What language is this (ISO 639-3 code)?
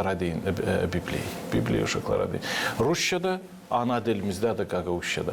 gag